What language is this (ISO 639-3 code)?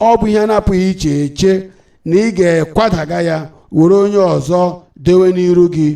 ibo